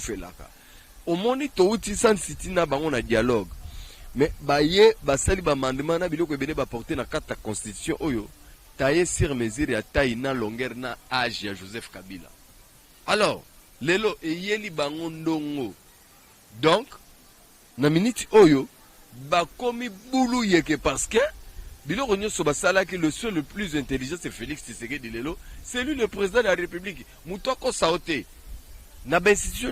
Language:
Lingala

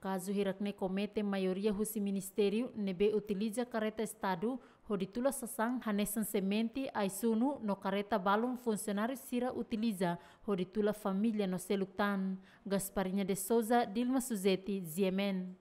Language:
Tetum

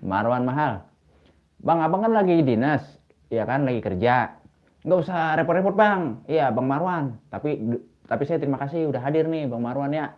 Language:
Betawi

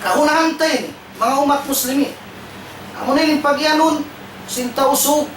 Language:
Tausug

